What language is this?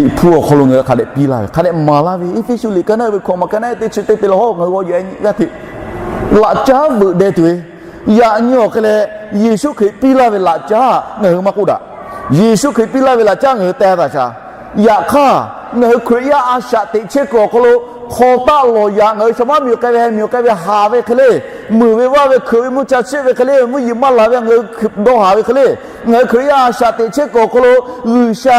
Lahu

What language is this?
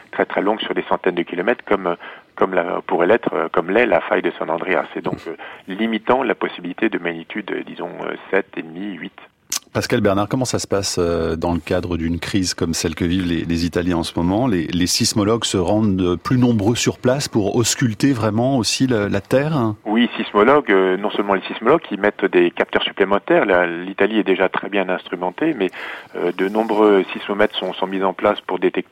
French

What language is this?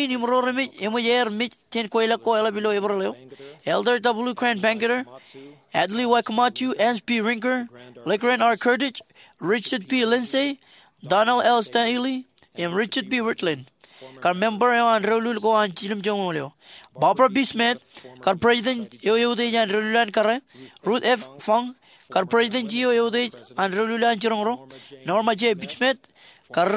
Marshallese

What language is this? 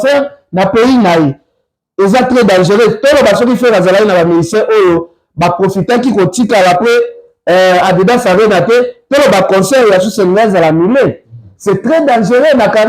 Lingala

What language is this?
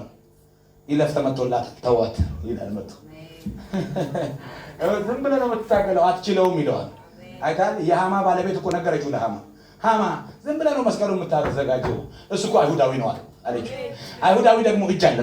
Amharic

